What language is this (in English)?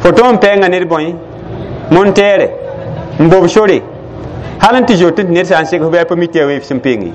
Mossi